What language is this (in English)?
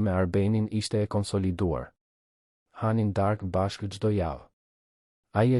Albanian